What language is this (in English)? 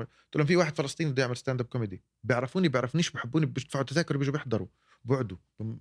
North Levantine Arabic